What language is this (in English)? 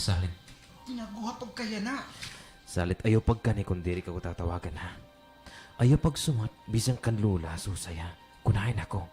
Waray